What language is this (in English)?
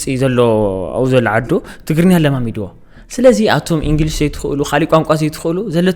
Tigrinya